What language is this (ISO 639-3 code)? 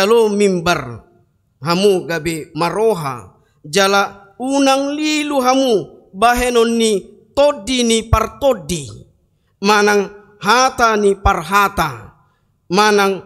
bbc